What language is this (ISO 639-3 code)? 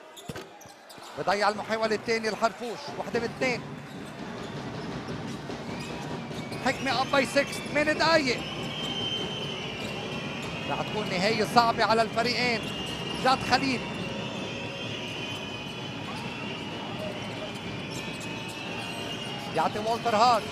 apc